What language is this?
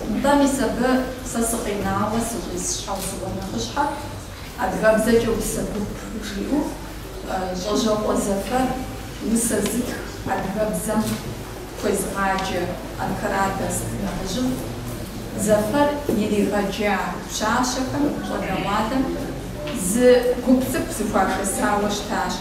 Kabardian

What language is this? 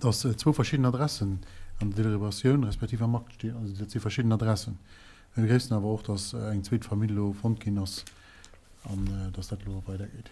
Luxembourgish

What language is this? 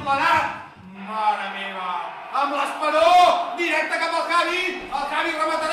Catalan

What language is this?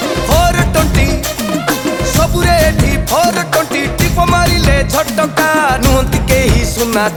Odia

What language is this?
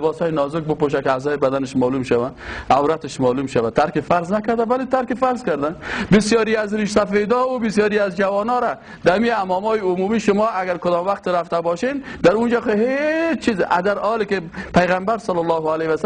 Persian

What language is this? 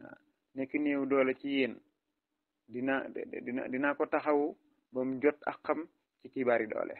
Wolof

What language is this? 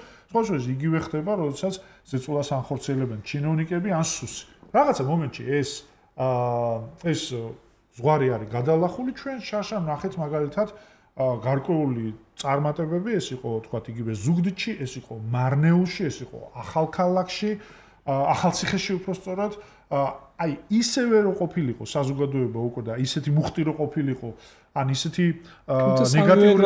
Georgian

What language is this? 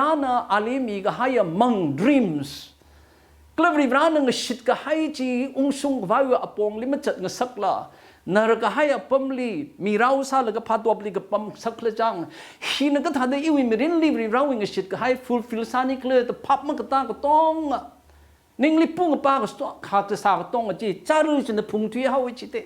Tangkhul Naga (India)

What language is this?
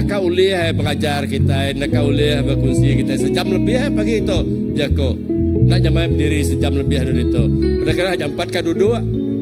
Iban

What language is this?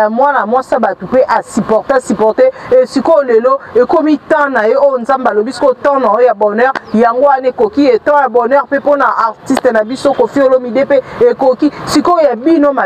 Lingala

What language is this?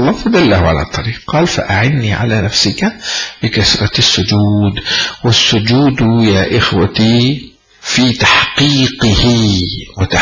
Arabic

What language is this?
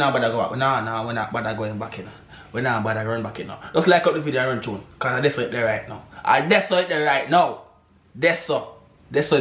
Jamaican Creole English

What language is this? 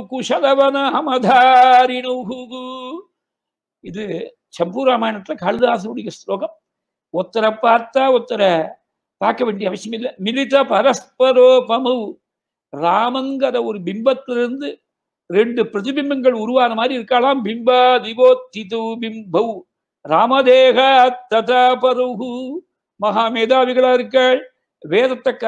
Tamil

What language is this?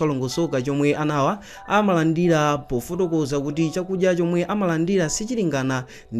Nyanja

